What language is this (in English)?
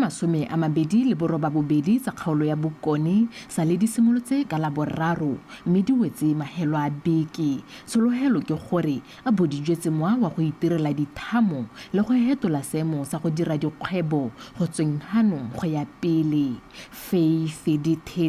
Tswana